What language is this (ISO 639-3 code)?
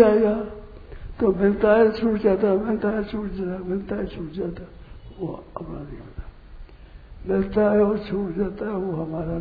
hin